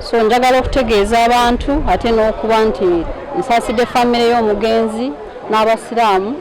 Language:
Ganda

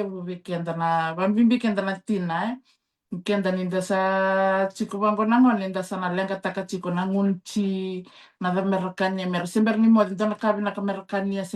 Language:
Fijian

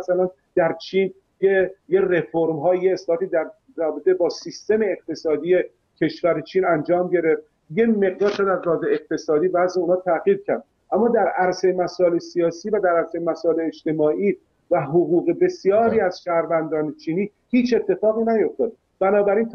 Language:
Persian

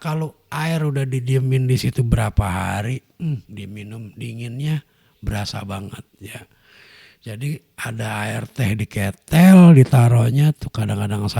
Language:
Betawi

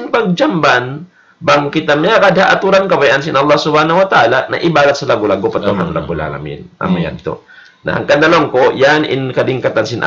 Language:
Tausug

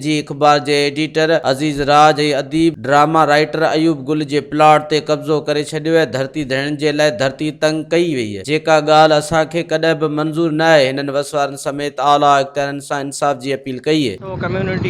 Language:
Sindhi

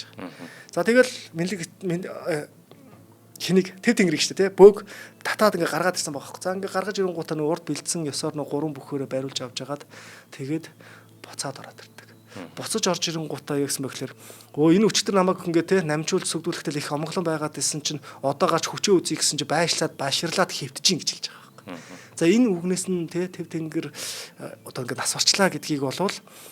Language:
Mongolian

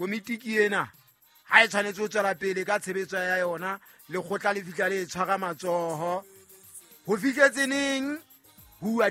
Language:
Southern Sotho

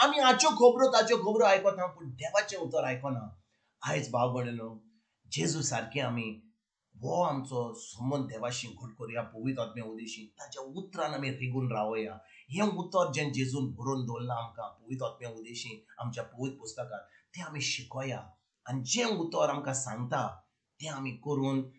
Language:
Konkani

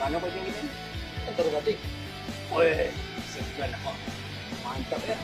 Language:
Minangkabau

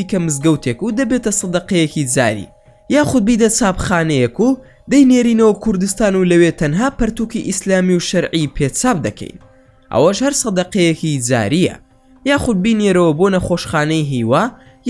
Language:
Central Kurdish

